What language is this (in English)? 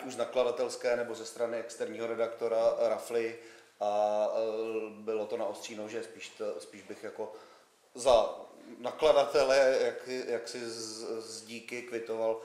Czech